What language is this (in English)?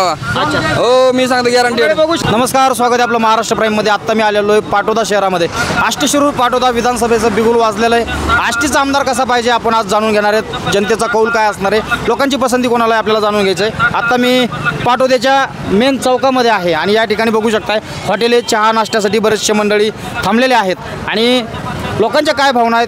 Marathi